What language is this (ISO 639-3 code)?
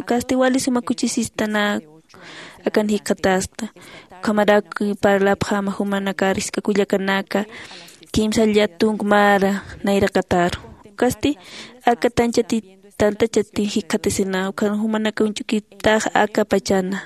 aym